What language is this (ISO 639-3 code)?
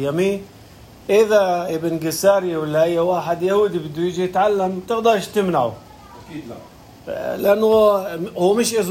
apc